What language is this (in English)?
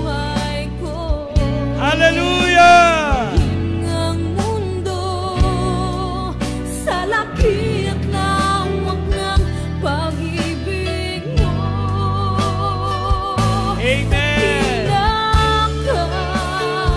Filipino